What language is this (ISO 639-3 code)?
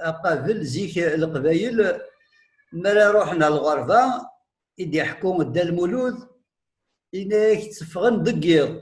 kab